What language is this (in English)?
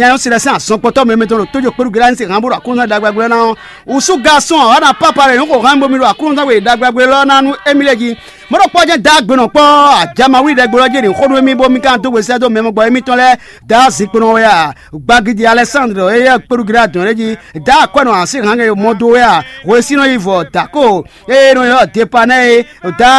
Fon